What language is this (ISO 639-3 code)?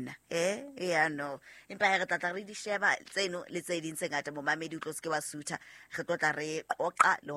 sot